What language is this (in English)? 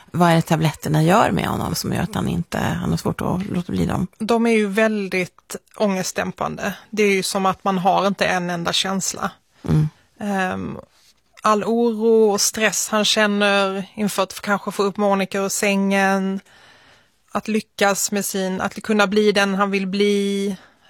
Swedish